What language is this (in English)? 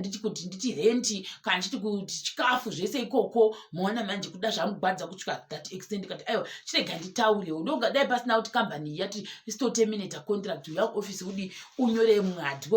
Shona